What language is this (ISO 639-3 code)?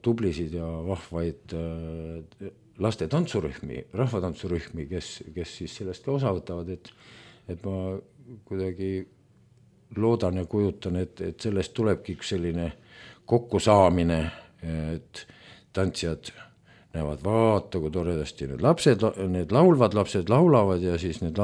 est